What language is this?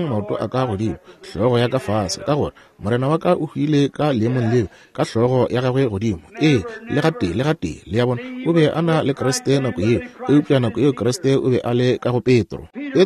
Northern Sotho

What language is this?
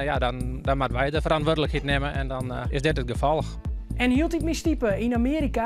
Western Frisian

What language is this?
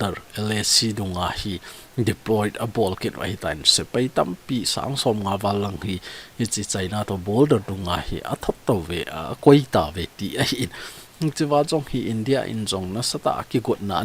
Thado Chin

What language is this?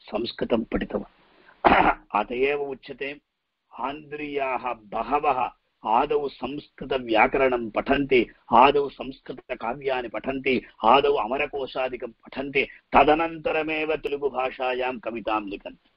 Sanskrit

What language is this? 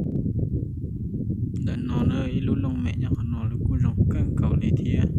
Hmong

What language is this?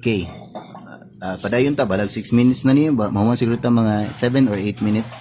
Cebuano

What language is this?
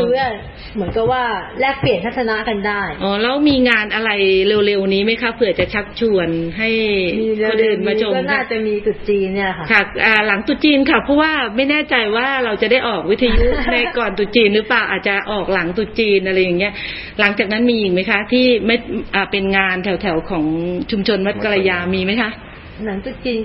Thai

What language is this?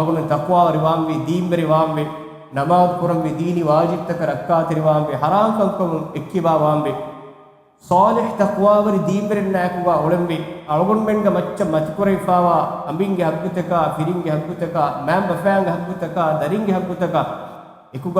Divehi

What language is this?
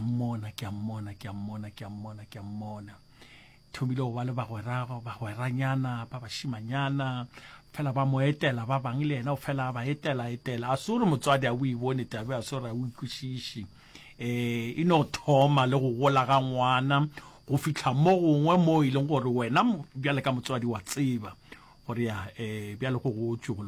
Northern Sotho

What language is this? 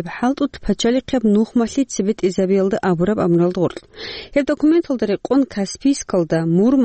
Avaric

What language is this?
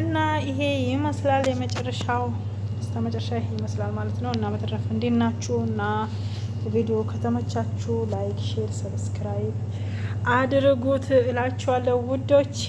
Amharic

